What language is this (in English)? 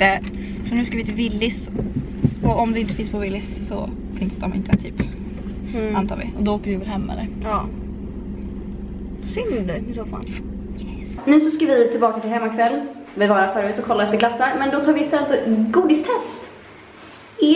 Swedish